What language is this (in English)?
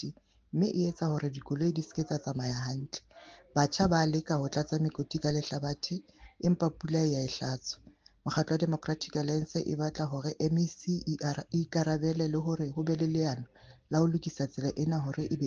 Southern Sotho